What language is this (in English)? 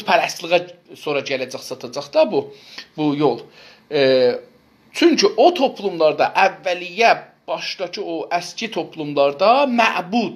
South Azerbaijani